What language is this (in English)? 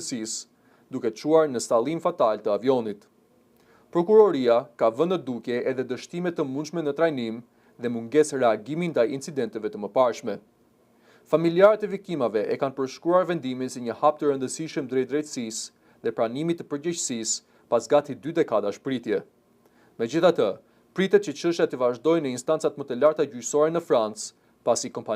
Albanian